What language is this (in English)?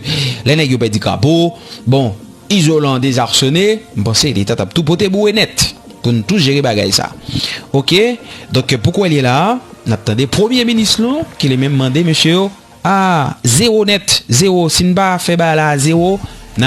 Haitian Creole